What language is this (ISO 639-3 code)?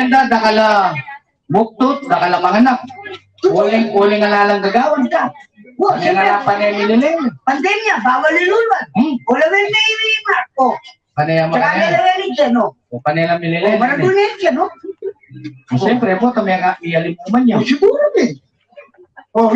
pam